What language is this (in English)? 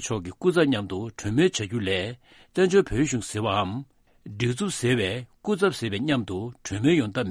Tibetan